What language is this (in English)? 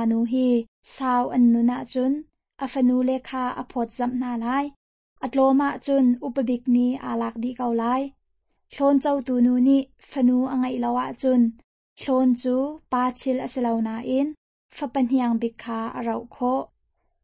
Hakha Chin